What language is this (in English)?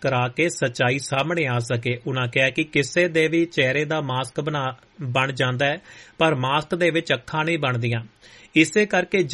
Punjabi